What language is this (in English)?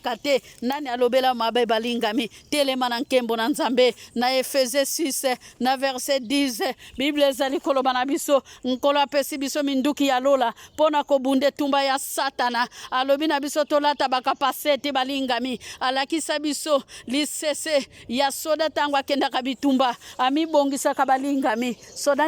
Lingala